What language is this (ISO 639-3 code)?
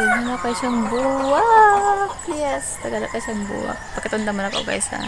ceb